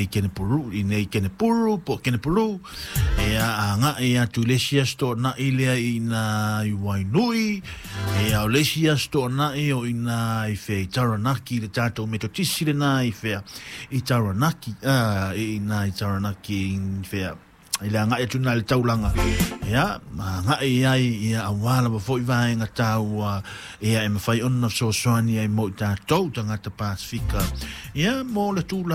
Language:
Samoan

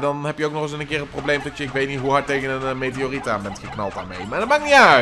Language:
Dutch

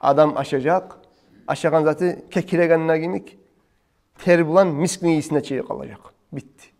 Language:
Kumyk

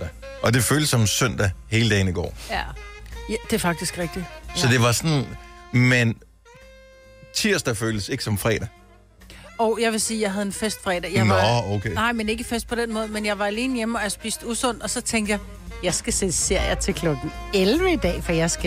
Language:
Danish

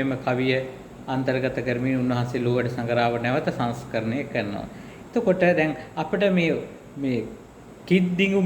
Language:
Sinhala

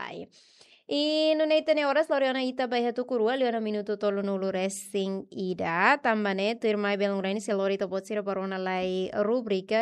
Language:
Tetum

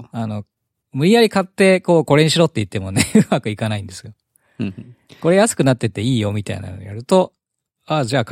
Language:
Japanese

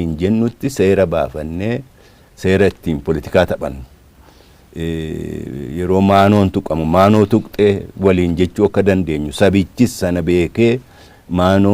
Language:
Oromo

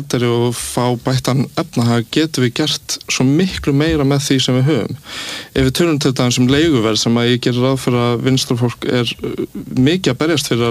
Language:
Icelandic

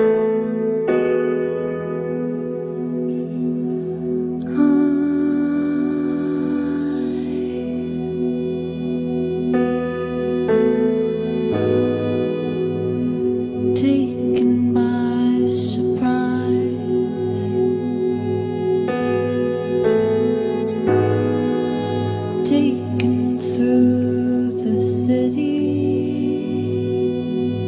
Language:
English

